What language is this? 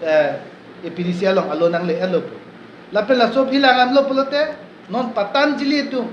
Karbi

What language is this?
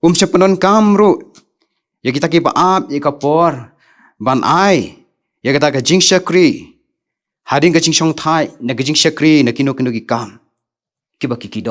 Khasi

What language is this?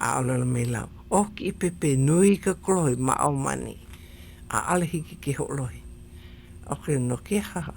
Hawaiian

